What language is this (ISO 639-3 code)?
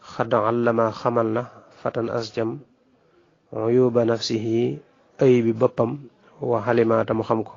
wol